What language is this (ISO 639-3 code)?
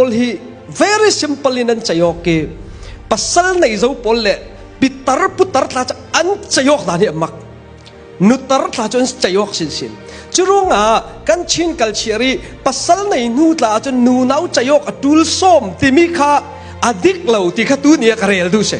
cfm